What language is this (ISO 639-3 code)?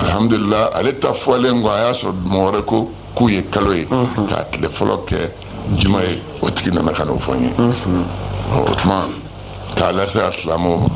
bam